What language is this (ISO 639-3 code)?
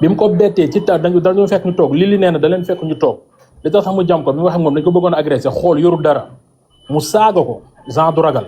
wol